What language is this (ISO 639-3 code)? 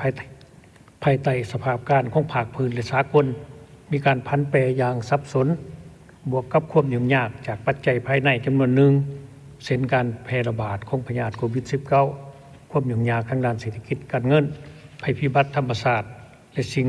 lao